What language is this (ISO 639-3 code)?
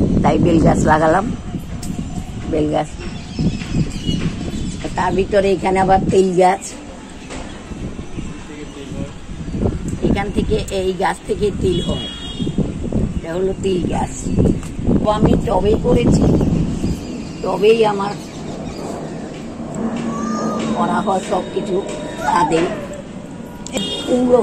ben